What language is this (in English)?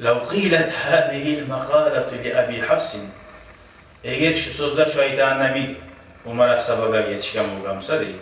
Kumyk